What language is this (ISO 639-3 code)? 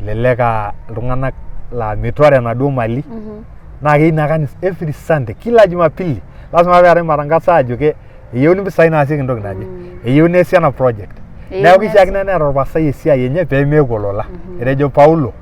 mas